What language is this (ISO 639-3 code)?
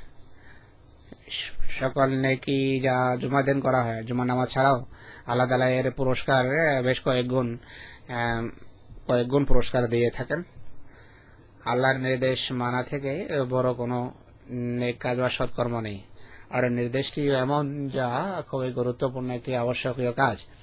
ben